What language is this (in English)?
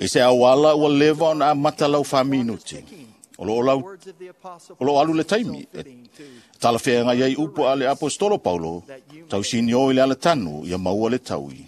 Samoan